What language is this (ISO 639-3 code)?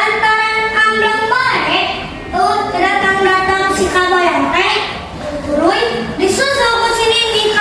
sun